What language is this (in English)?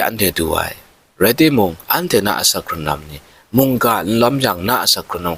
Kachin